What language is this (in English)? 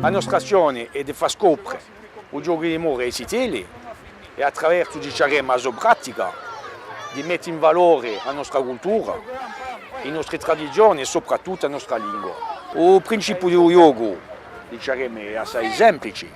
Corsican